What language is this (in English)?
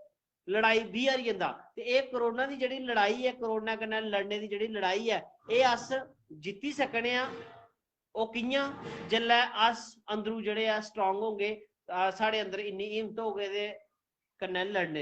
Dogri